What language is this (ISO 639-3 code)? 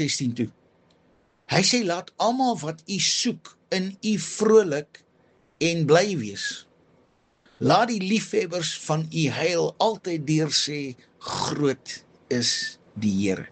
afr